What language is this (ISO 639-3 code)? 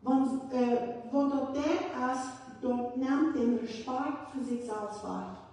pdt